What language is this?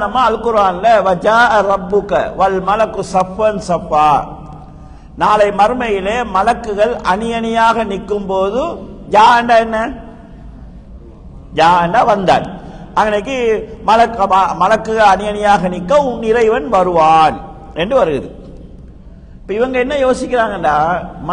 Tamil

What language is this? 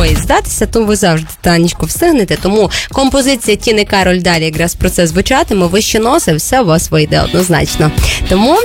Ukrainian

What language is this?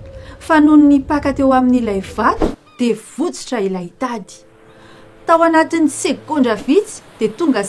Malagasy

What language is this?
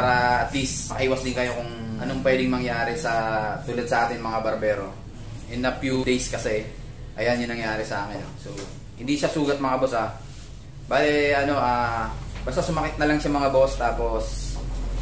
Filipino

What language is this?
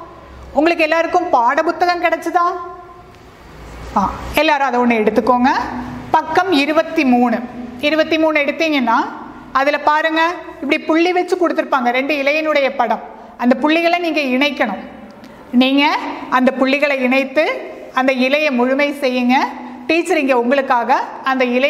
Tamil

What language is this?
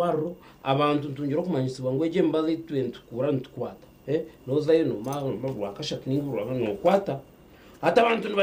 Nyankole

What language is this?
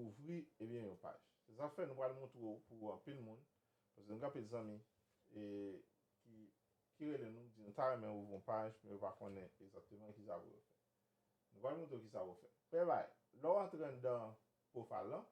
Haitian Creole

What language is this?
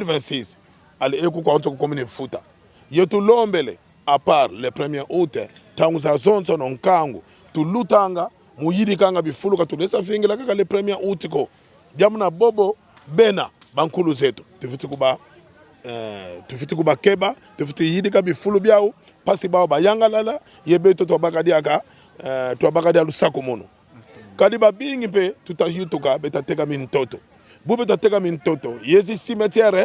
Kongo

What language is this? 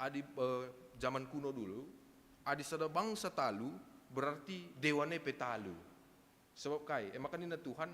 Batak Karo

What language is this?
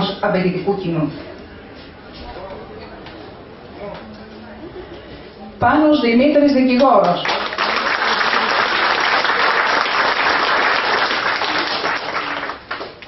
Greek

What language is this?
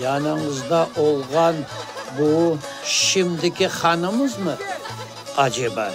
Crimean Tatar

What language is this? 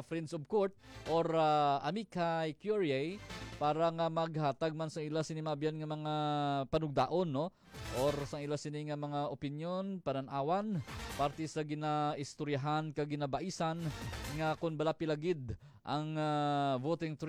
Hiligaynon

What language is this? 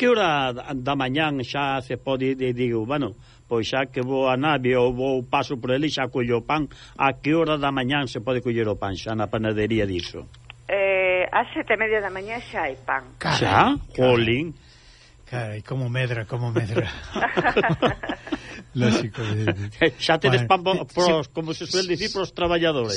Galician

